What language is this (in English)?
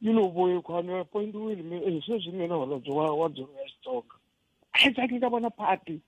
Tsonga